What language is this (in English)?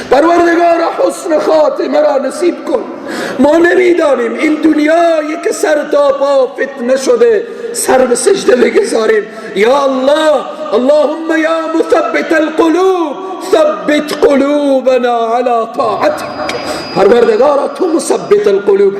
Persian